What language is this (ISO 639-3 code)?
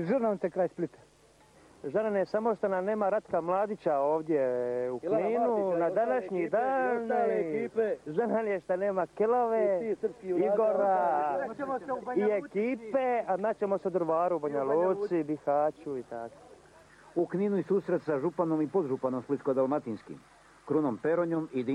hrv